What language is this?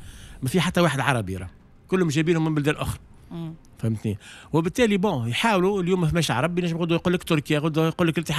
Tunisian Arabic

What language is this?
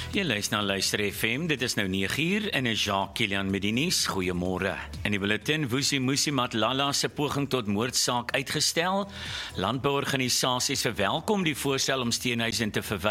Afrikaans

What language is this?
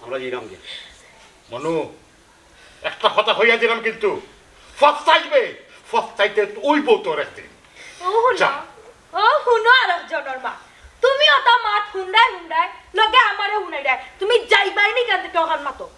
Sylheti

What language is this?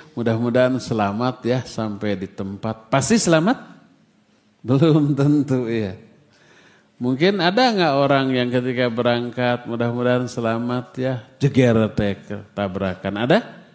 Indonesian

